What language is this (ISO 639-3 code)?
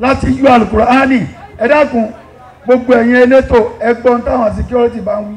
yor